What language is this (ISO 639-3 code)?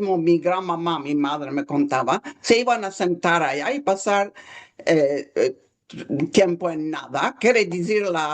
lad